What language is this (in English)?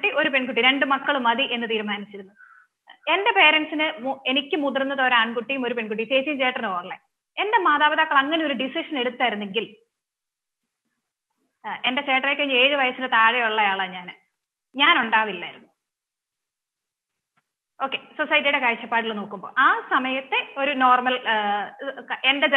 Malayalam